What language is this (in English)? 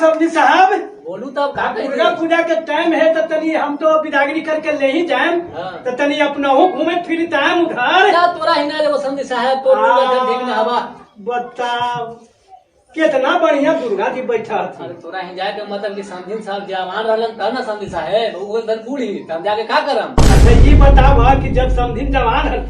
Magahi